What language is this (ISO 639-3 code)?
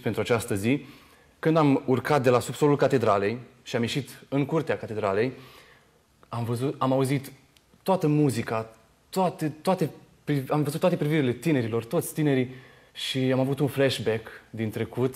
ron